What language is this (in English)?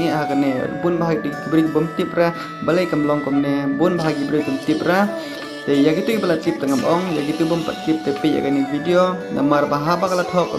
Khasi